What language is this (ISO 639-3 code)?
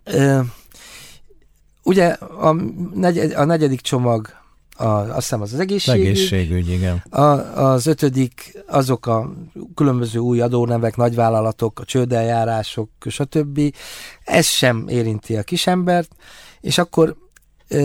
hun